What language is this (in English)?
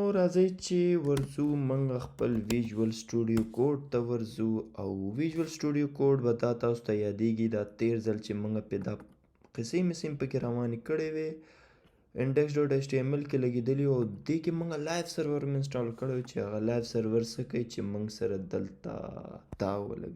Pashto